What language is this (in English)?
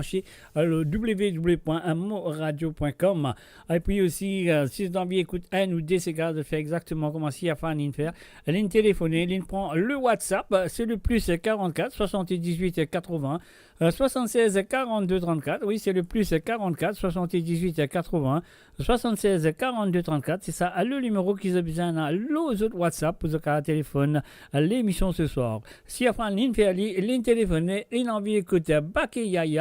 Morisyen